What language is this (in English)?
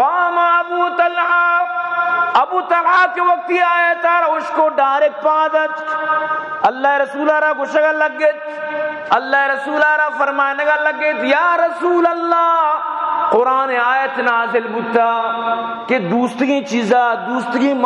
Baluchi